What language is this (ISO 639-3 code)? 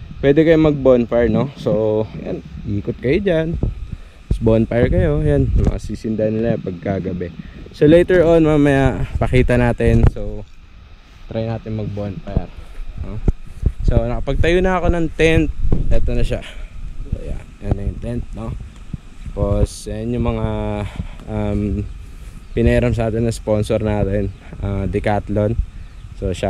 fil